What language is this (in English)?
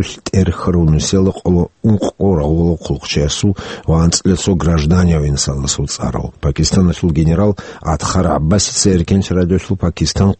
Avaric